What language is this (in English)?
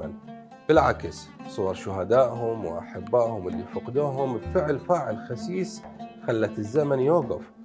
Mesopotamian Arabic